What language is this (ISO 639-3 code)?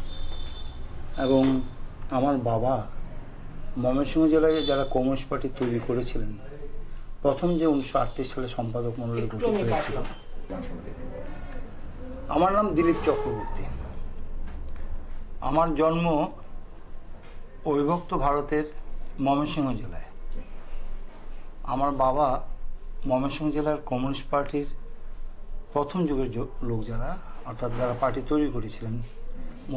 ben